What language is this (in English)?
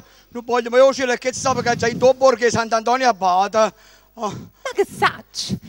Neapolitan